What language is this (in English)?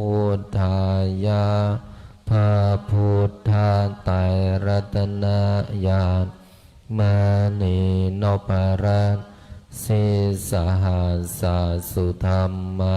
Pali